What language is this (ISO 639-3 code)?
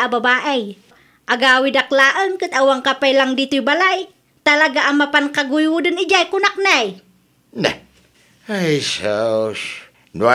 ilo